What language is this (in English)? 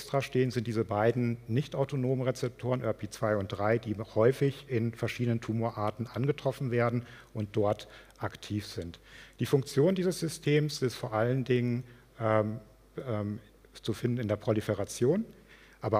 German